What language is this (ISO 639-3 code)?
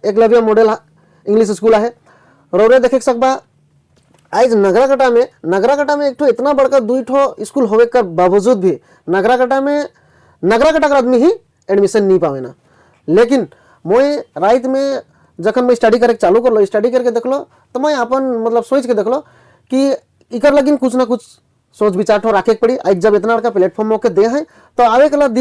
sck